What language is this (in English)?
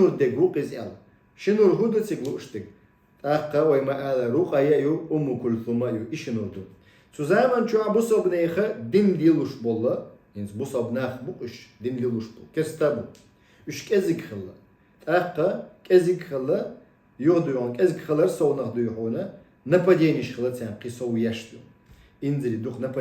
Chechen